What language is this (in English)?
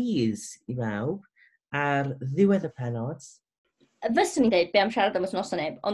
Welsh